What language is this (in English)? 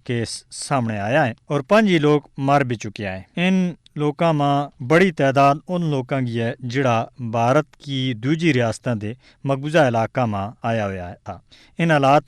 Gujari